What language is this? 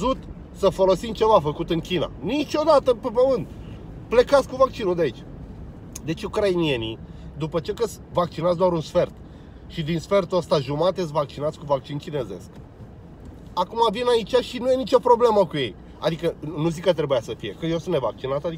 Romanian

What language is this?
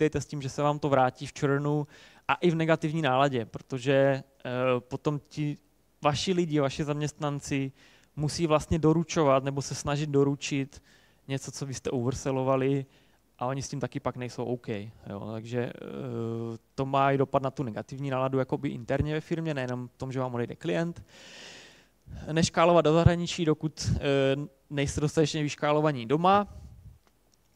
Czech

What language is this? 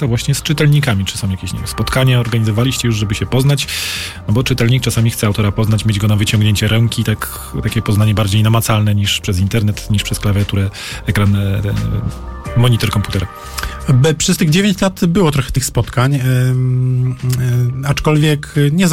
Polish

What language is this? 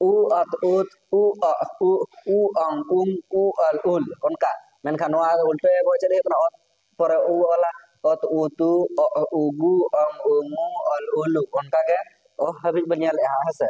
Santali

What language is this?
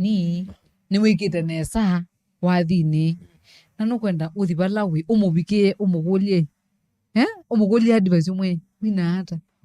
Kamba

